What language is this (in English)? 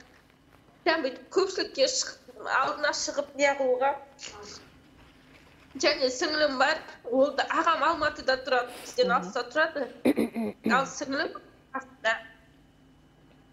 Kazakh